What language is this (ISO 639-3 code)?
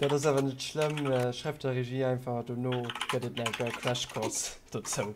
ltz